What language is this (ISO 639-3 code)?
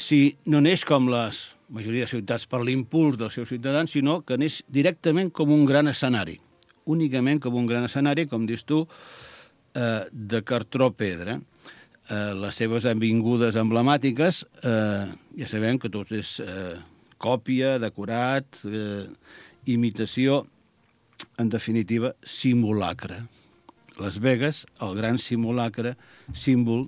cat